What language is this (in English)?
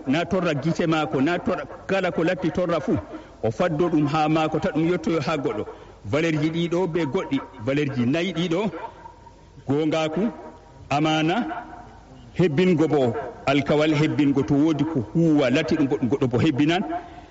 Fula